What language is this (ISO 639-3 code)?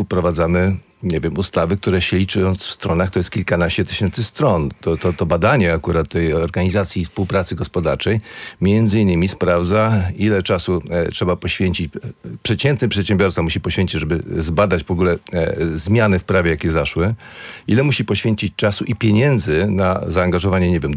pol